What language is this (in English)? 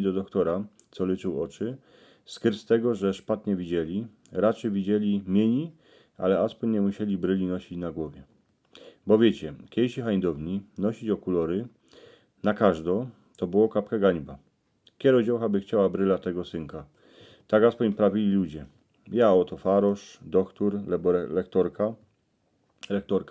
Silesian